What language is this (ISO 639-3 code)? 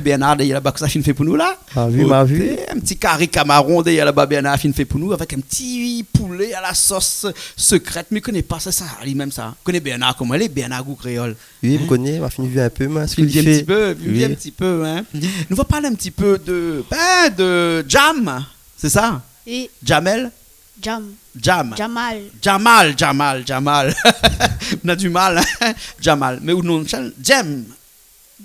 rcf